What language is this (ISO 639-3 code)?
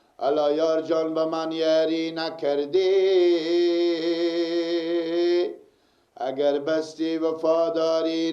fas